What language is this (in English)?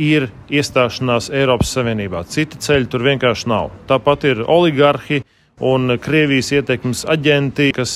Latvian